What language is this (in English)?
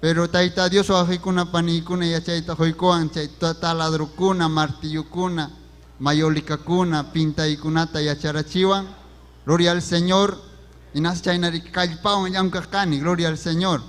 Ayacucho Quechua